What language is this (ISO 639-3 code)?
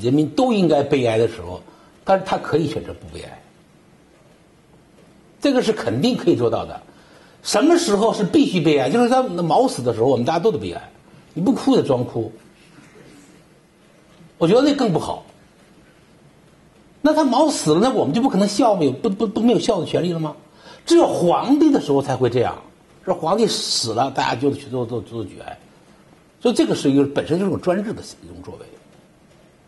zho